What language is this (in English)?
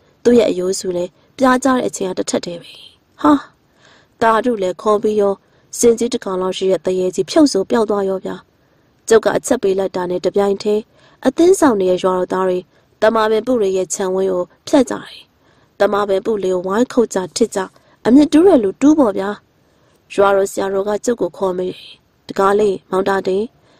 Burmese